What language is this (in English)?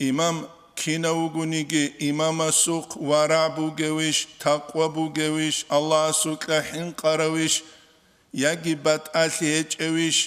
Avaric